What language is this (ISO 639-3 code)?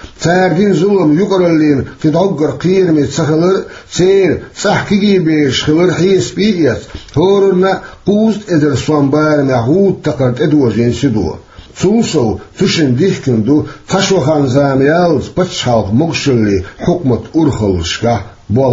che